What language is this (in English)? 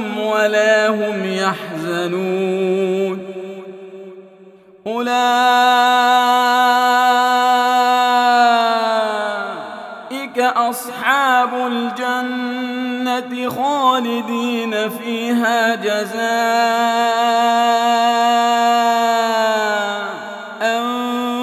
Arabic